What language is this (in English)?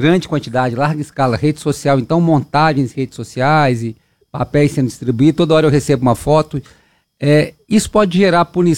Portuguese